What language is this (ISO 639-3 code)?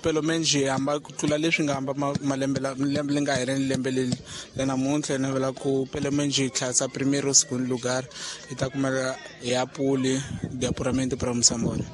tso